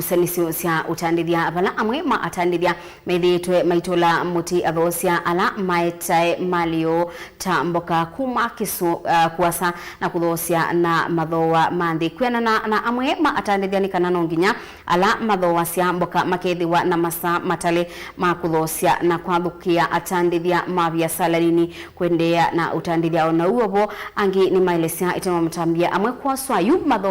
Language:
Kamba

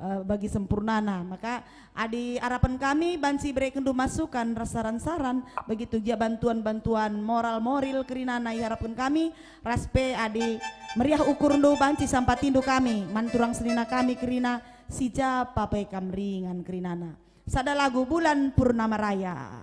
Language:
Batak Karo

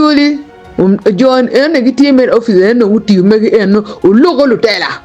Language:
Acoli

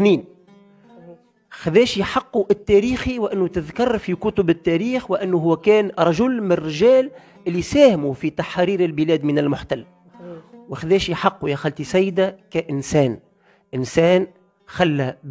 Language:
Tunisian Arabic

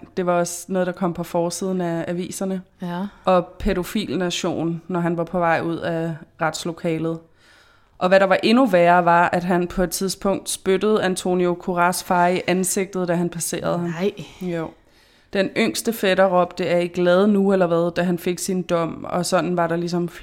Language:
Danish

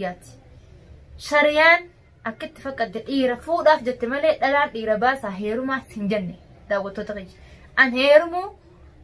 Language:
Oromo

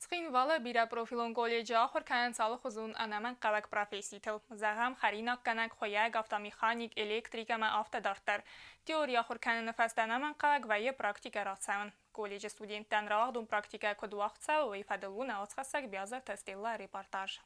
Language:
Ossetic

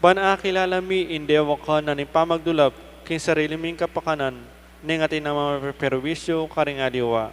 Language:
Pampanga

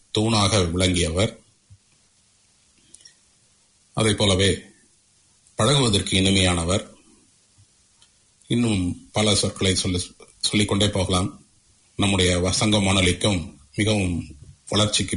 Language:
Tamil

